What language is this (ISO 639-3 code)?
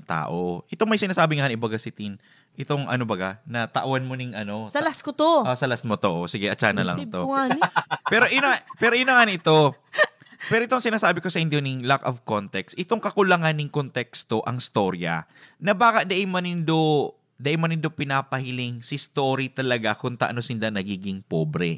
bik